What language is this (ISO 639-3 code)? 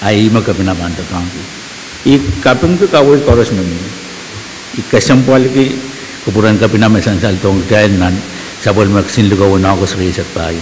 pon